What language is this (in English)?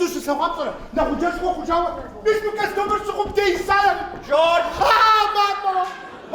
Kabardian